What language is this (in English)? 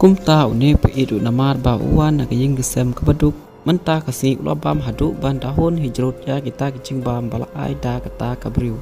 Khasi